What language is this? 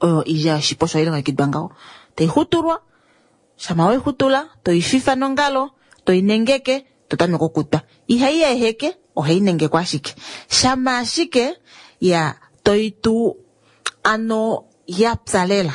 Kuanyama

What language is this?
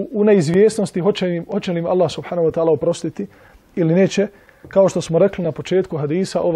Bosnian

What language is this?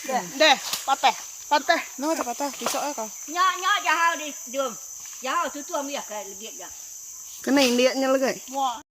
Iban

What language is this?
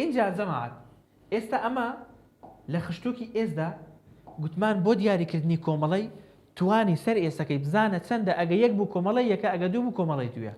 Central Kurdish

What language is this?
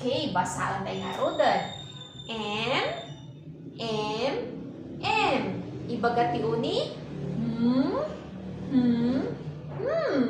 Iloko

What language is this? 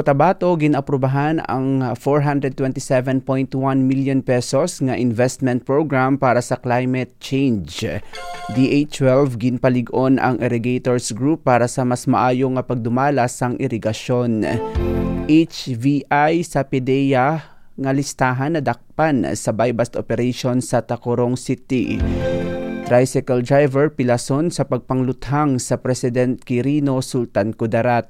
Hiligaynon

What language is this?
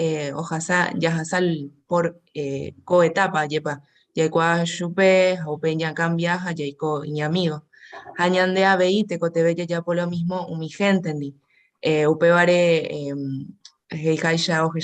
Guarani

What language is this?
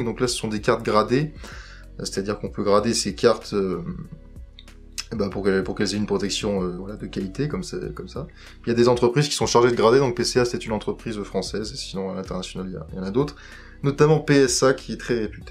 French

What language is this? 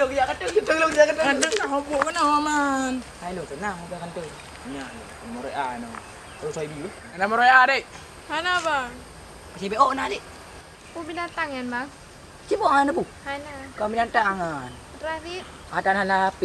Achinese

